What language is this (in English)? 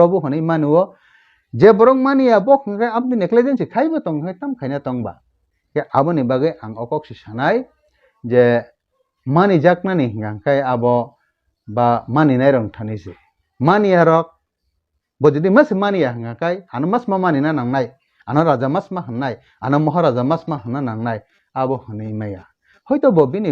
Kok Borok